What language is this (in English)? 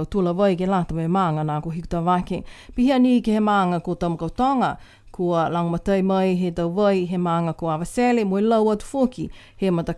Niuean